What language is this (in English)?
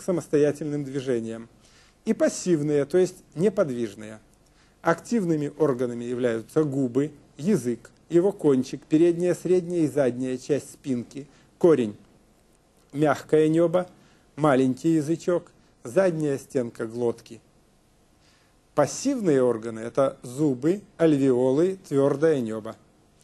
Russian